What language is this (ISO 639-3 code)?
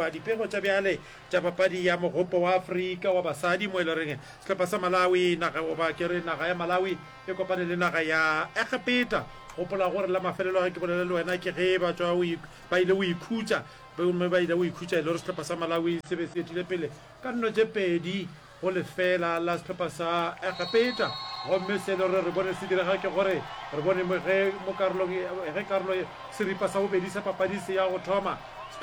nso